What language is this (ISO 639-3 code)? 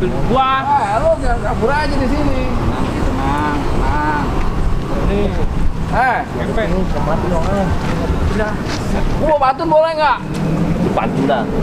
bew